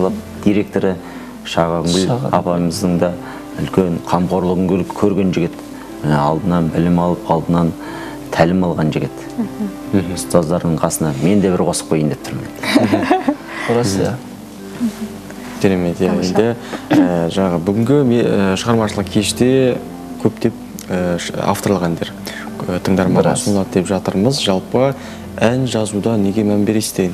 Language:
Kazakh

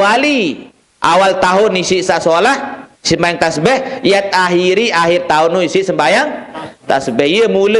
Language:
Sasak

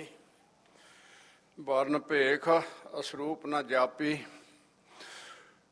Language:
Punjabi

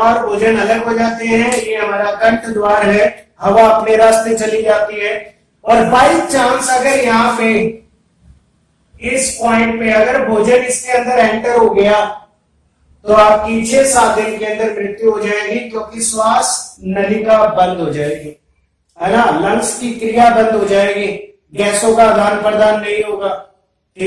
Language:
Hindi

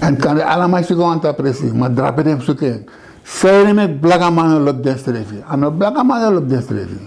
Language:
Sranan Tongo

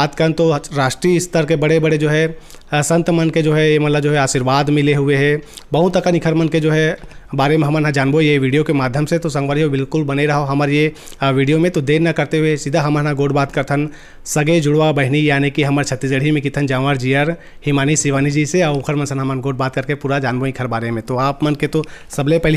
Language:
Chhattisgarhi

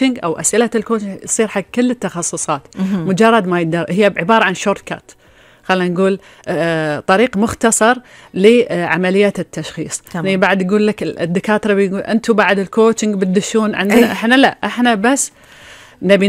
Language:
Gulf Arabic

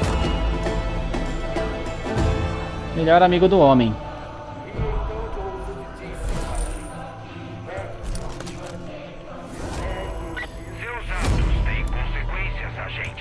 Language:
Portuguese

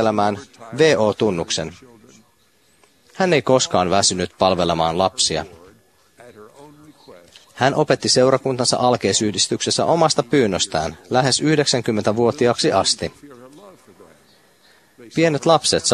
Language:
Finnish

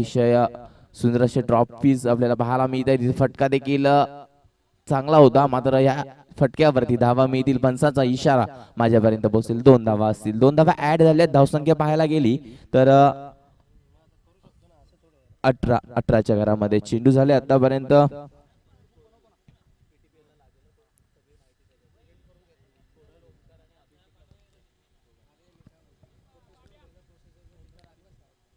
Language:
Marathi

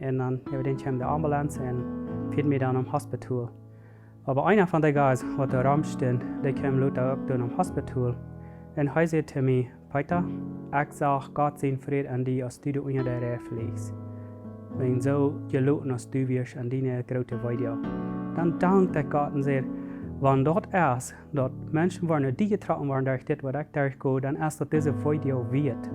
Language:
Plautdietsch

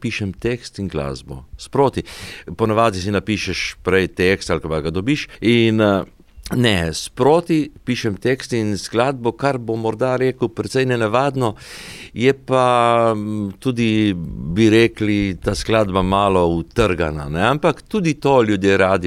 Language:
Slovenian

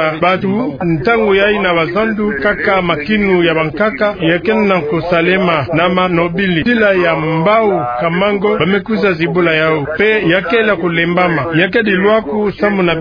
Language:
Kituba (Democratic Republic of Congo)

